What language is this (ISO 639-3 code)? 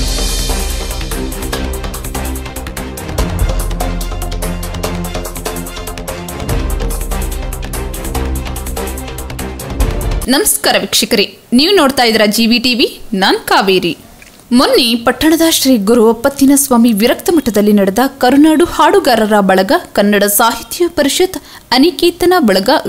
kan